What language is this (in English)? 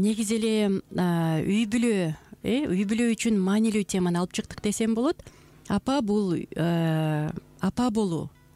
Kyrgyz